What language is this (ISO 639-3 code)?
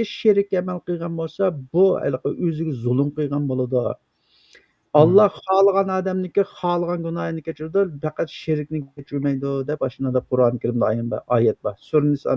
uig